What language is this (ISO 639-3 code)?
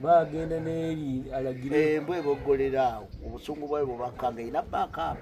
lug